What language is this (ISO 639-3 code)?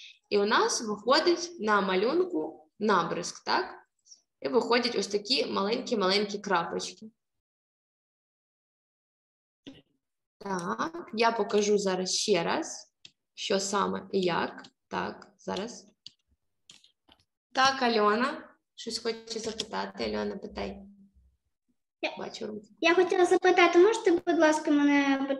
ukr